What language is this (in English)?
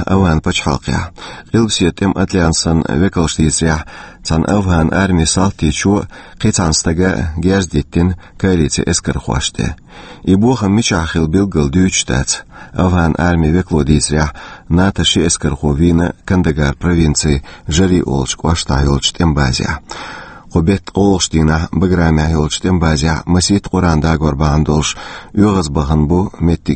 Chechen